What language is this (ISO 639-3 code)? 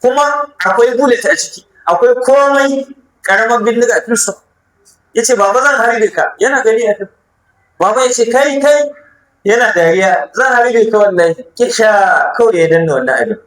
hau